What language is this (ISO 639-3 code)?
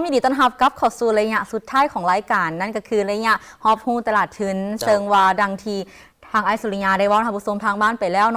lao